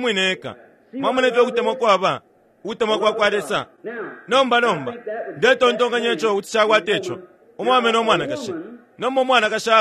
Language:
Bemba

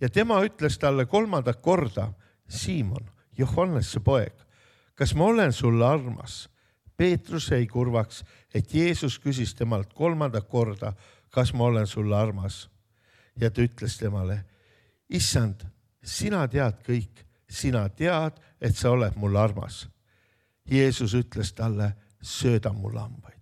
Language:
Estonian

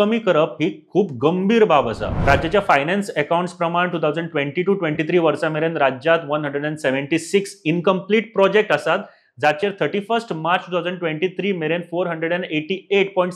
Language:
Konkani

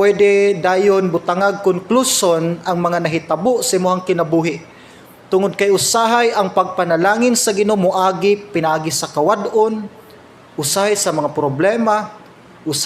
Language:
Cebuano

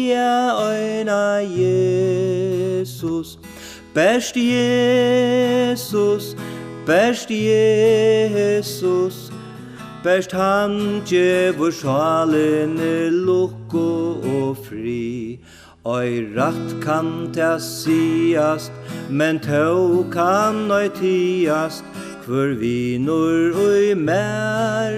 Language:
Faroese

